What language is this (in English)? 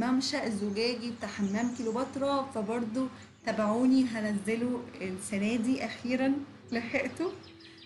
Egyptian Arabic